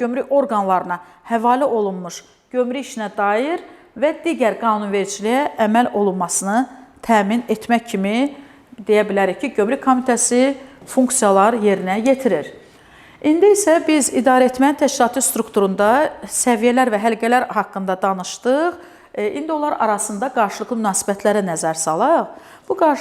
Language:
Azerbaijani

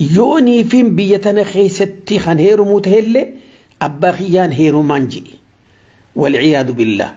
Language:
Oromo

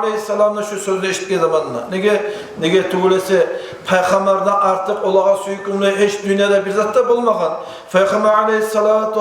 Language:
Kumyk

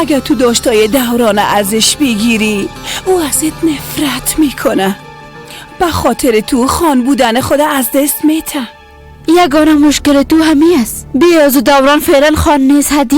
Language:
Persian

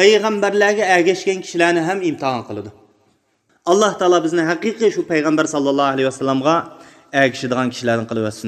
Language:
Uyghur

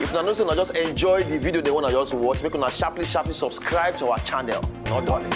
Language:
Nigerian Pidgin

